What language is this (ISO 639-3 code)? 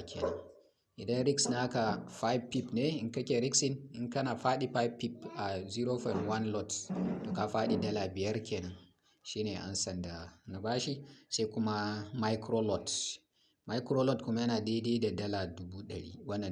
hau